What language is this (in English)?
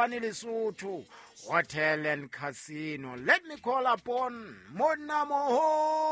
Southern Sotho